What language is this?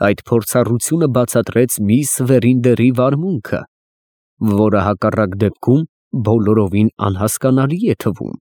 Armenian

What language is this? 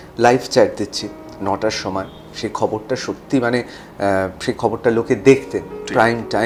Bangla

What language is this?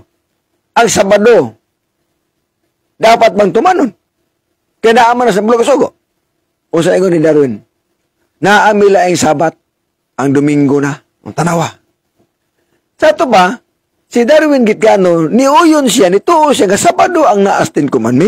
Cebuano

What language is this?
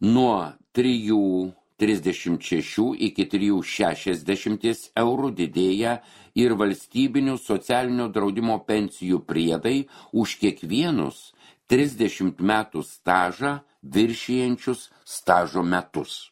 Lithuanian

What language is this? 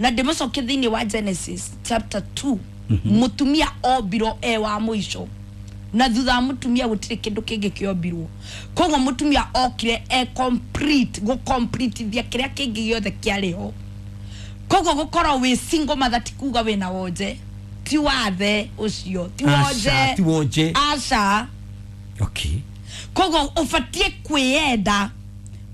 Kikuyu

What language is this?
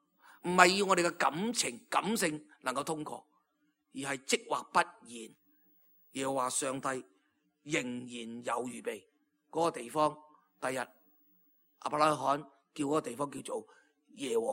Cantonese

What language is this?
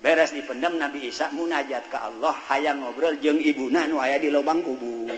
Sundanese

